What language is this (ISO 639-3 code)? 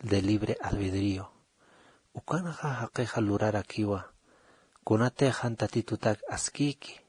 aym